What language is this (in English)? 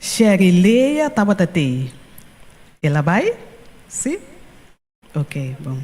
Papiamento